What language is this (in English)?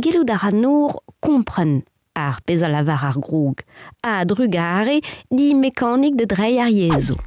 Breton